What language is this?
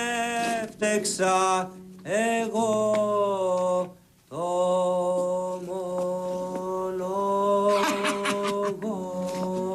Greek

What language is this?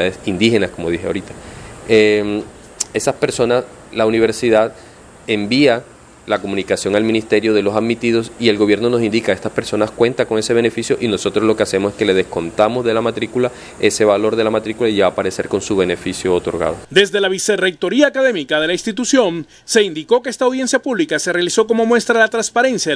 Spanish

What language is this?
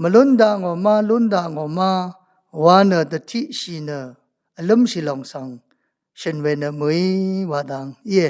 Rawang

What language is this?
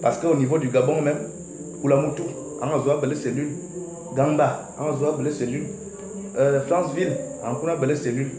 Fang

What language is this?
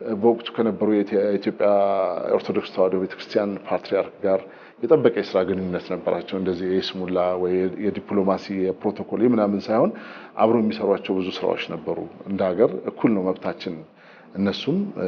Amharic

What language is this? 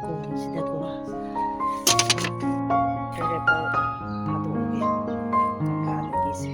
Manipuri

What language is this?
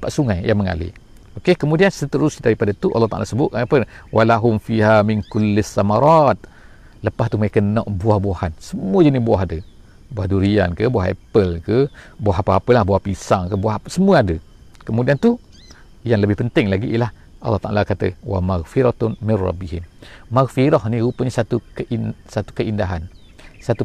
Malay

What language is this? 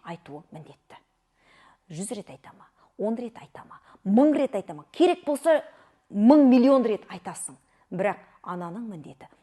Kazakh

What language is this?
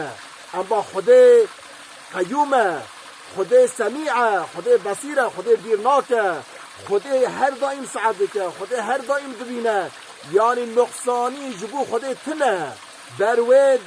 Kurdish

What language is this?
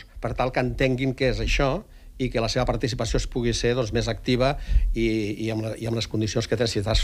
Catalan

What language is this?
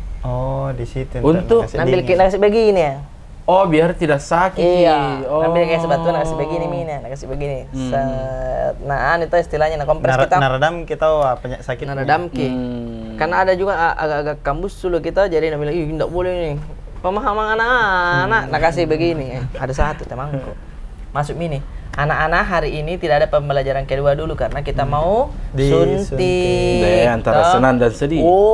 Makassar Malay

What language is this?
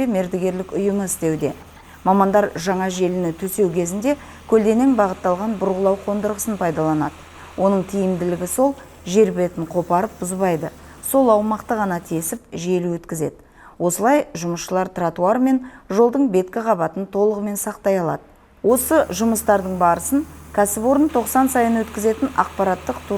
Kazakh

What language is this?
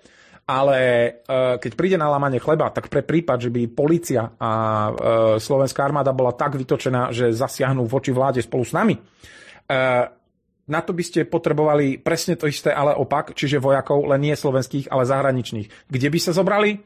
Slovak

